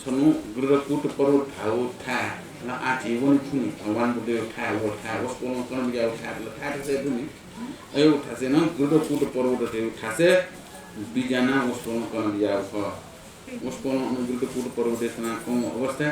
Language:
Newari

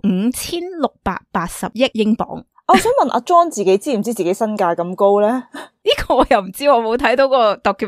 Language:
Cantonese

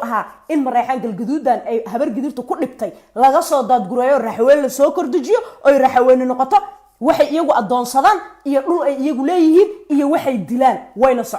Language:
Somali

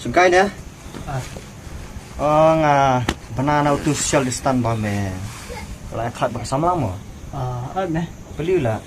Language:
Khasi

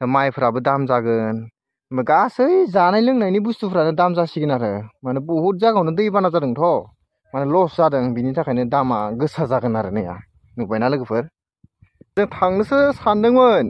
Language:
Bodo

